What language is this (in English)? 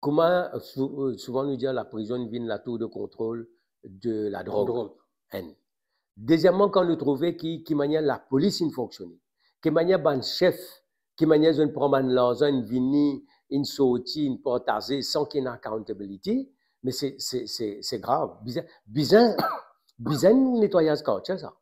Morisyen